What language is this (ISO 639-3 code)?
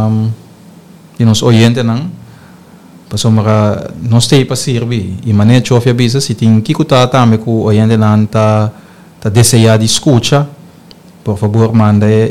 pap